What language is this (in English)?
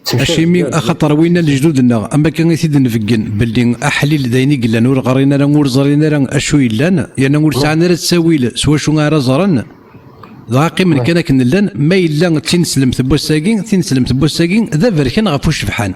Kabyle